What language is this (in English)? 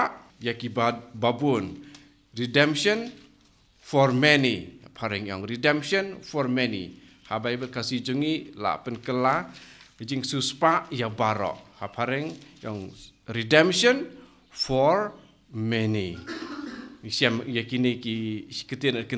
Khasi